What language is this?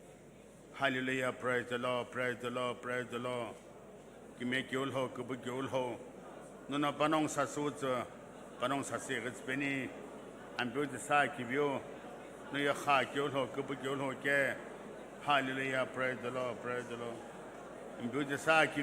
Sumi Naga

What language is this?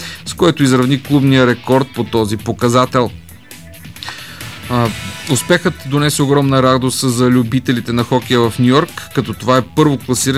Bulgarian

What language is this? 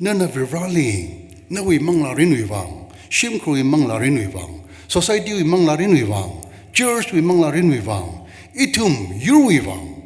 Tangkhul Naga (India)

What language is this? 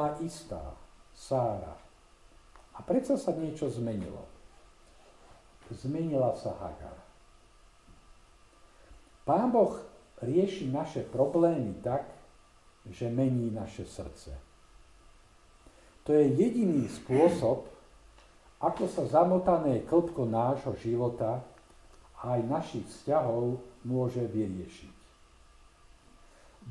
Slovak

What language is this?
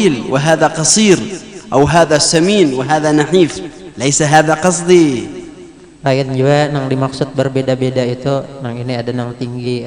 Banjar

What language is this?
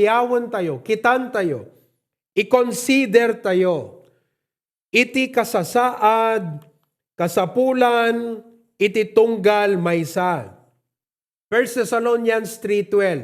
Iloko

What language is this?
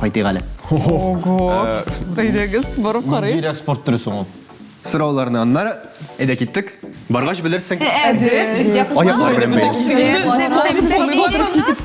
Tatar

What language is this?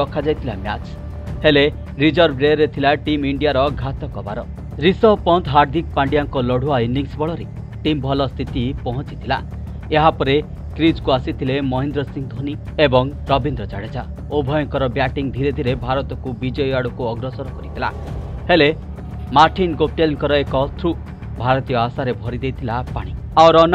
Odia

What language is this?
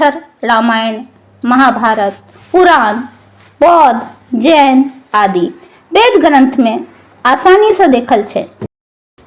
Maithili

